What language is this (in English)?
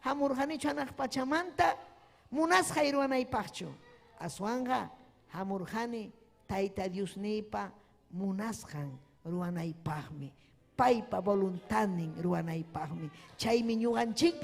Ayacucho Quechua